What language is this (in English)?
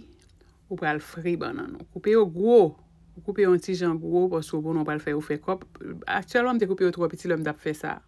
Haitian Creole